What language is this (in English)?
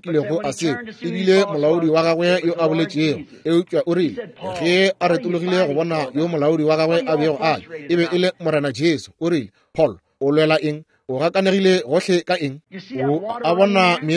Northern Sotho